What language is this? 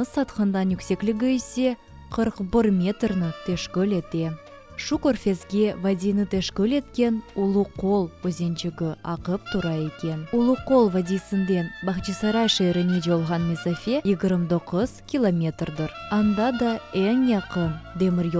Crimean Tatar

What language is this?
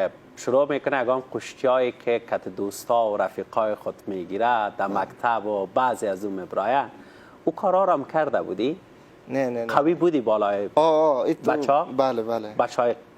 Persian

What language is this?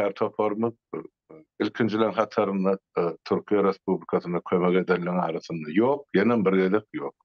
Turkmen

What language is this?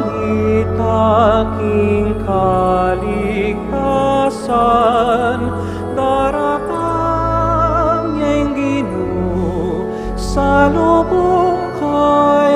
Pampanga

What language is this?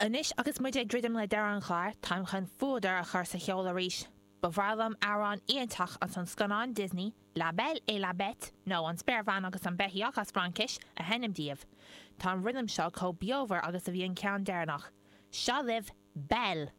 Irish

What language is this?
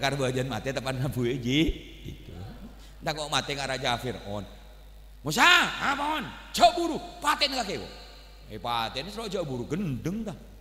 Madurese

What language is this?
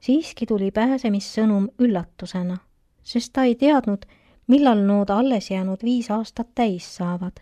Estonian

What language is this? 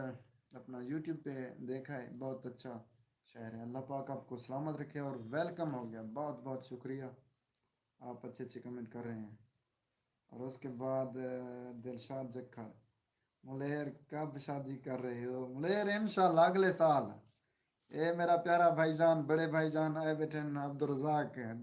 Saraiki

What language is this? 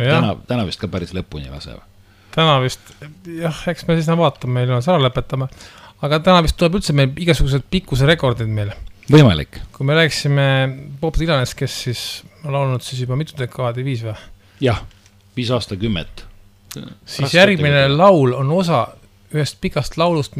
Estonian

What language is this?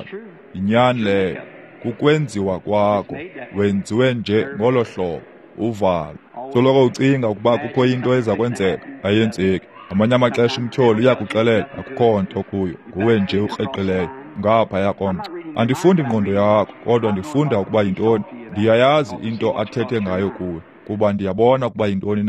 Xhosa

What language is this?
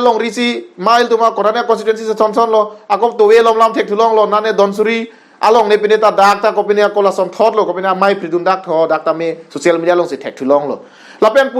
Karbi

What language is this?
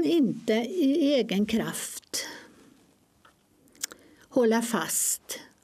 Swedish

